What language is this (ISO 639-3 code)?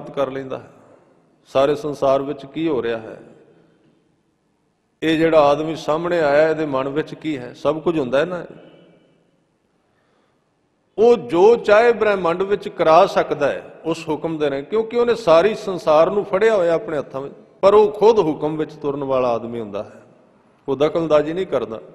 pan